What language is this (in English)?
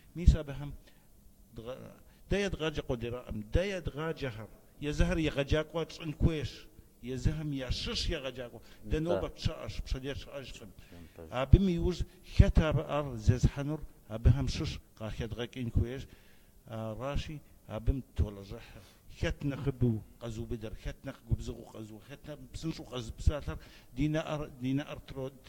Kabardian